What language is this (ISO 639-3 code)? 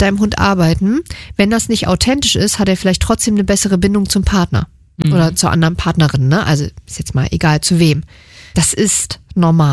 deu